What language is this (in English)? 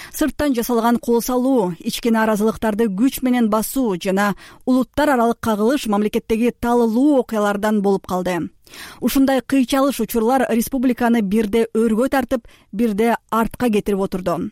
Kyrgyz